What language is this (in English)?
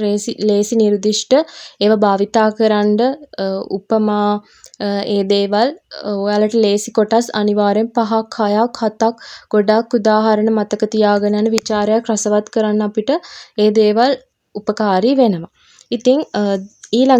Sinhala